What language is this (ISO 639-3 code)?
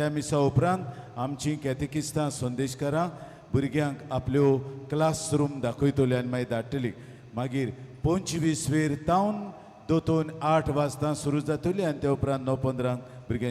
kok